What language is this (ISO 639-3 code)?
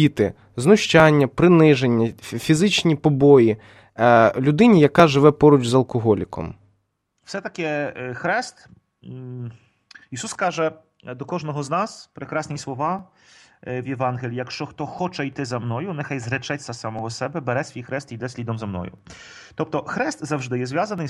ukr